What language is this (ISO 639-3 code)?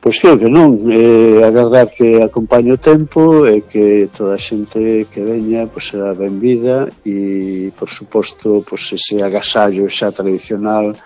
glg